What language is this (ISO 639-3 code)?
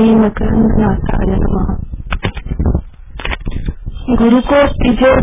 mar